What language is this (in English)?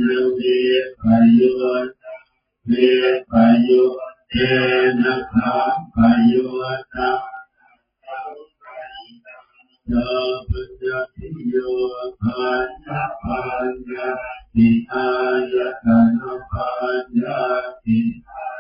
Pali